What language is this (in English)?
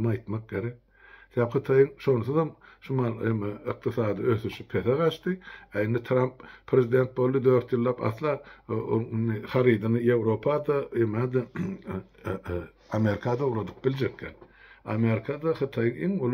Turkmen